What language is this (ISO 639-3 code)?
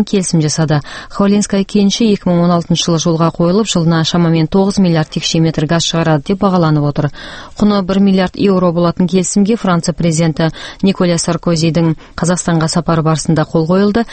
kaz